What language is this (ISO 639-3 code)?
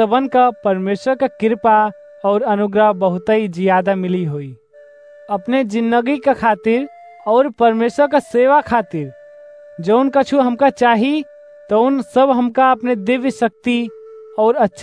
awa